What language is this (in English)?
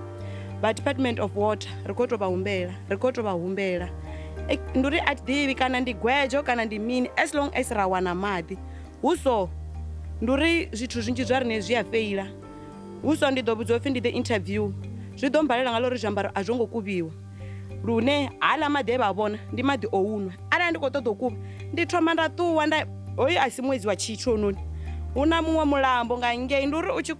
Venda